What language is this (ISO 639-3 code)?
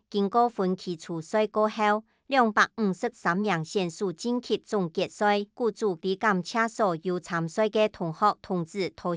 hak